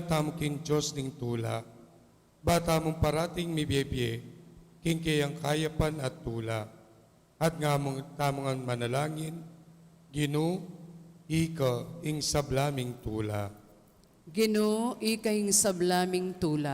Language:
Pampanga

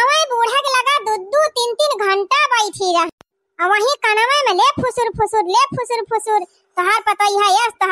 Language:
Awadhi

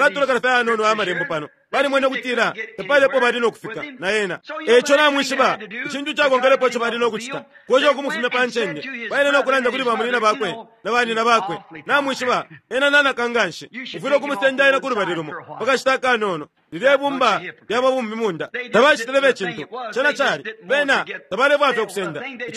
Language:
Bemba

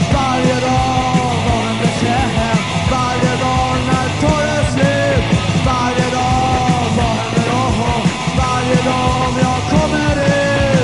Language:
Swedish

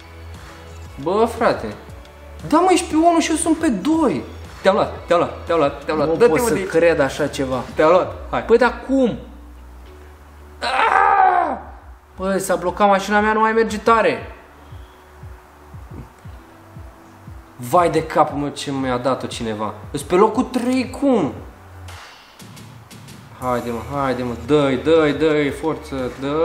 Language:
Romanian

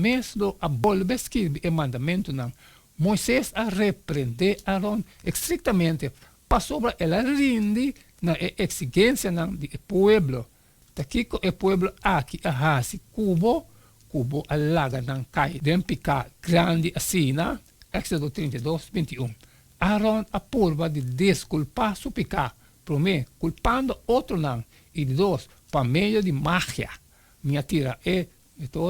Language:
Papiamento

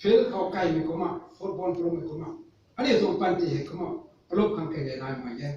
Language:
Rongmei Naga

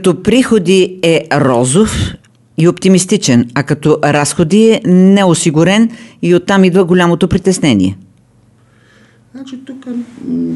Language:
Bulgarian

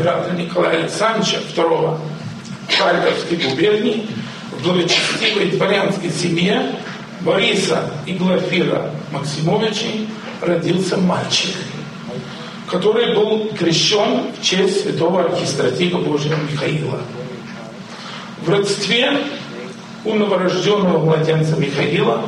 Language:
Russian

